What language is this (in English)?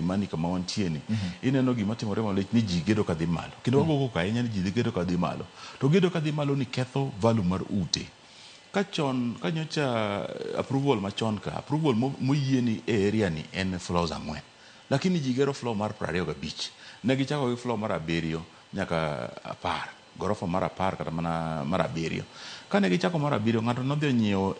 Luo (Kenya and Tanzania)